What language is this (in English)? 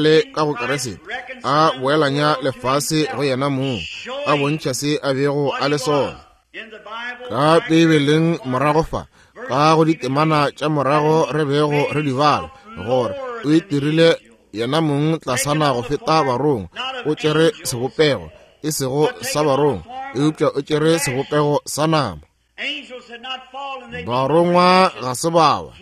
Northern Sotho